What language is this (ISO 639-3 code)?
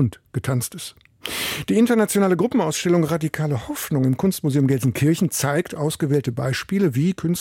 deu